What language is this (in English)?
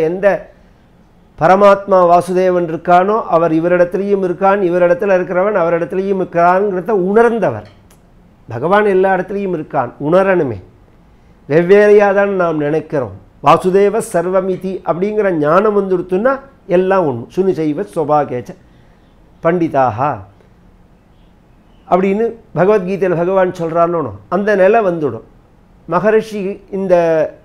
Tamil